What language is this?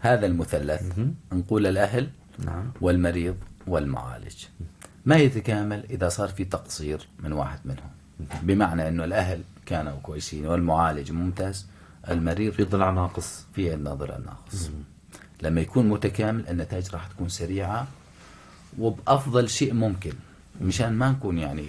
North Levantine Arabic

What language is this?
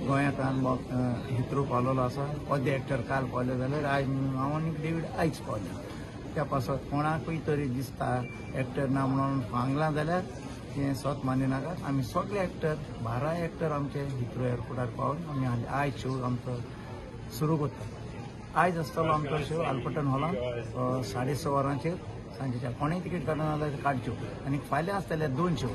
Konkani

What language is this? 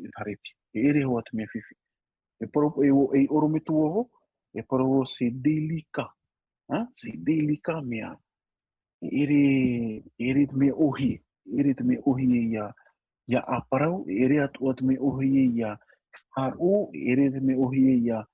Tahitian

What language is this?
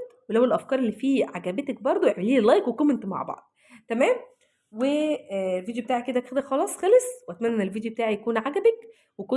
Egyptian Arabic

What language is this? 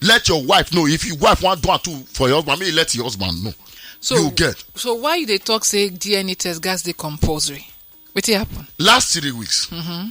Nigerian Pidgin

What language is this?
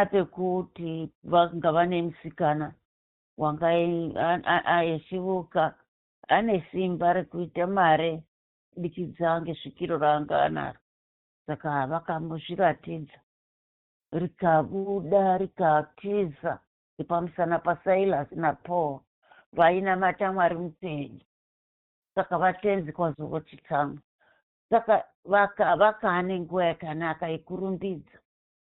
Shona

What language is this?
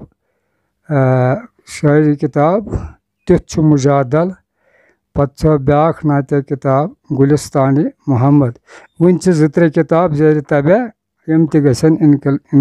Kashmiri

